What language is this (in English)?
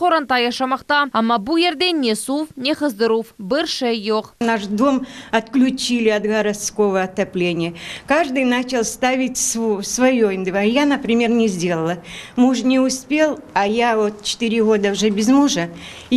Crimean Tatar